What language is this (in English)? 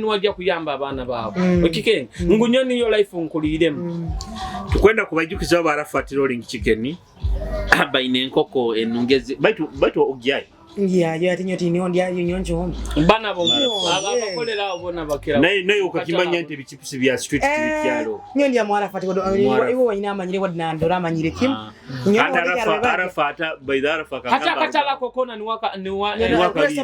Nyoro